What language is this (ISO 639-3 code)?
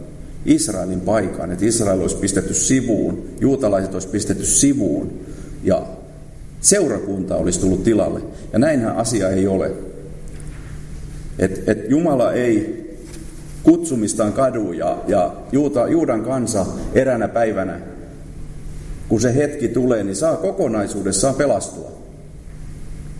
fin